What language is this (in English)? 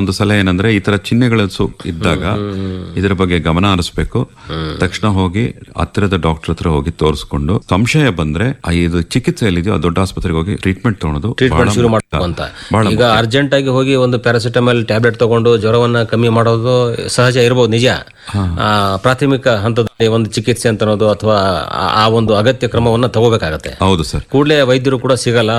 Kannada